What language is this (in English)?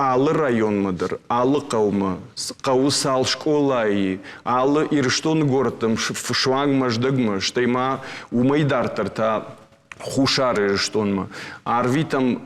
Ossetic